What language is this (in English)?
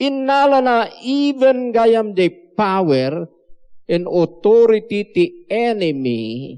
Iloko